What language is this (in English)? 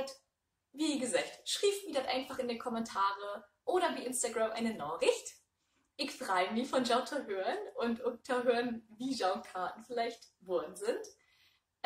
Low German